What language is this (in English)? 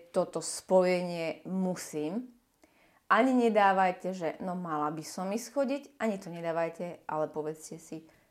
Slovak